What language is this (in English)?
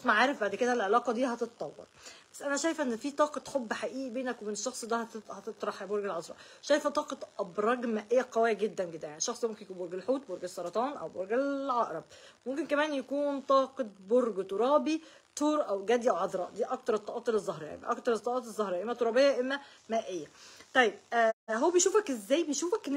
Egyptian Arabic